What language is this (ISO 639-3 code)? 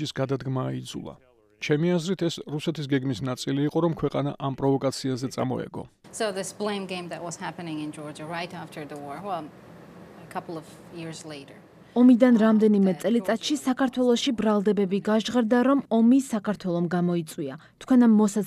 kat